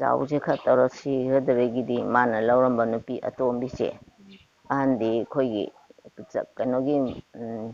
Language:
Manipuri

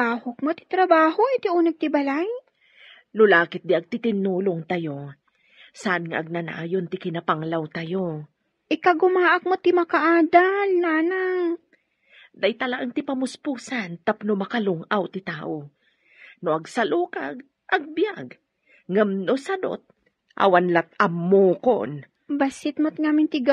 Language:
Iloko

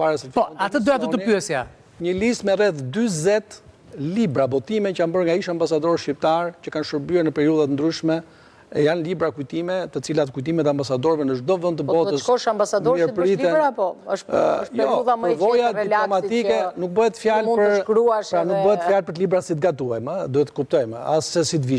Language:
Albanian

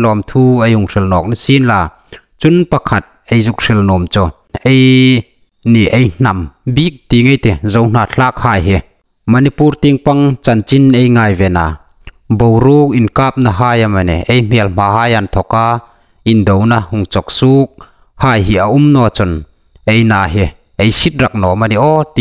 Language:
Hmar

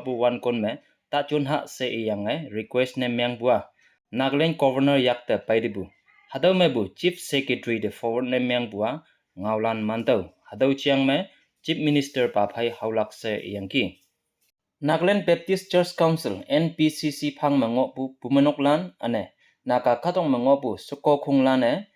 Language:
Konyak Naga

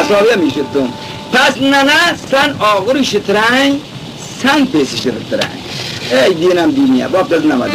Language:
Khorasani Turkish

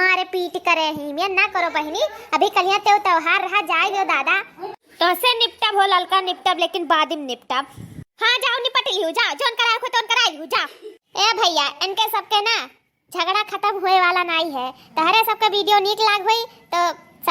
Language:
Awadhi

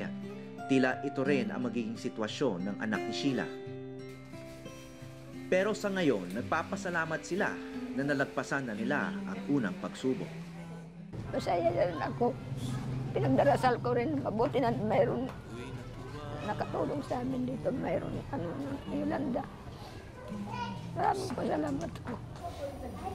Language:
Filipino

